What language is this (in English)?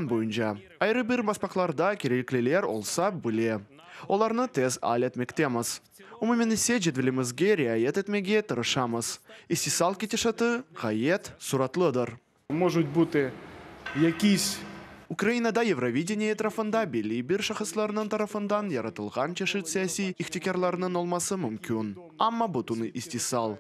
Crimean Tatar